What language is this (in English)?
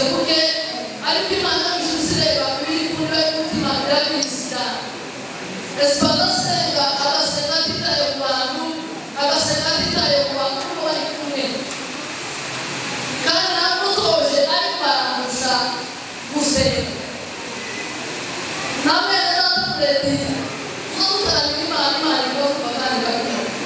Kinyarwanda